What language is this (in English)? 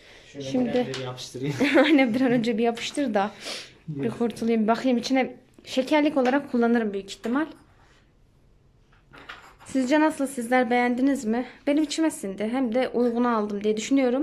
Turkish